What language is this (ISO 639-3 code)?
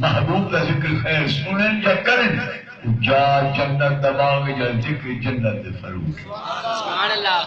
skr